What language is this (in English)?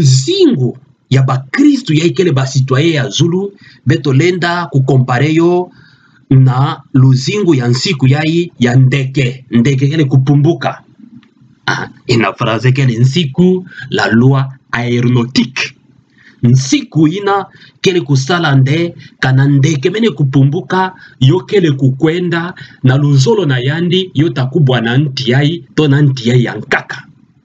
Kituba (Democratic Republic of Congo)